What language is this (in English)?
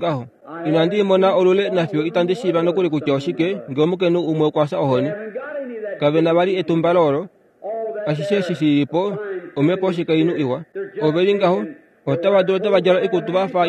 Kuanyama